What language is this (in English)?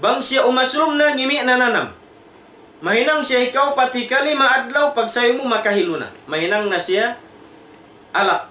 Tausug